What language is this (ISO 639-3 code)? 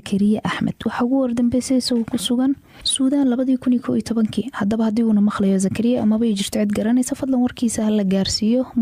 som